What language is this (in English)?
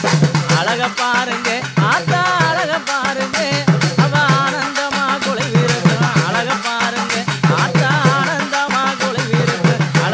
Tamil